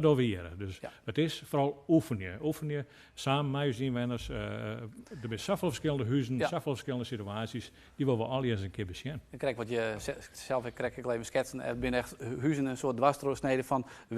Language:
Western Frisian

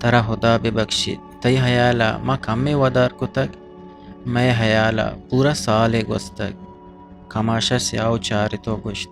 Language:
Eastern Balochi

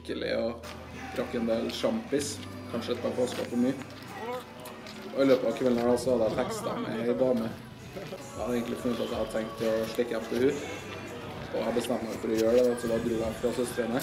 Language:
Norwegian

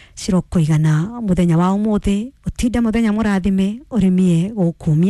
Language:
Kikuyu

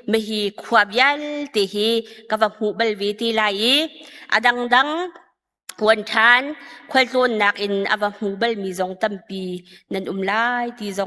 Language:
Hakha Chin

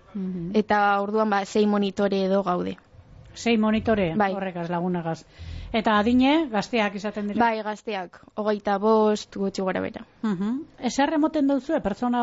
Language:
Basque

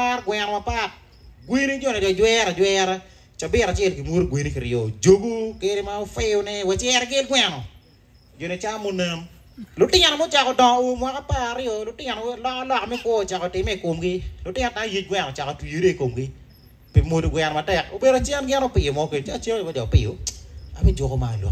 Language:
Acoli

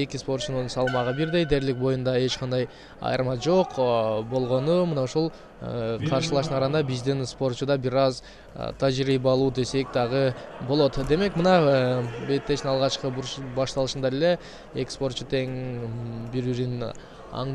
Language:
Kyrgyz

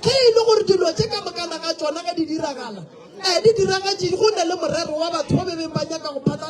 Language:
Northern Sotho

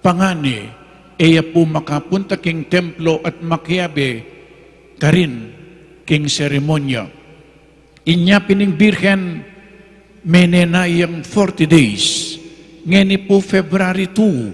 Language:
Pampanga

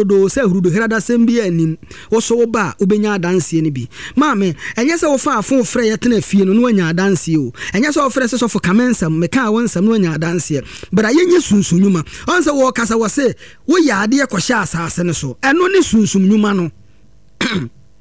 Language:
Akan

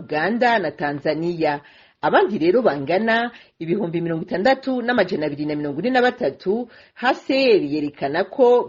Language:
Rundi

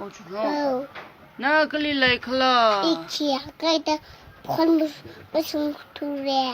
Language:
Tangkhul Naga (India)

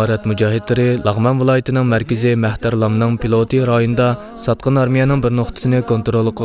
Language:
Uyghur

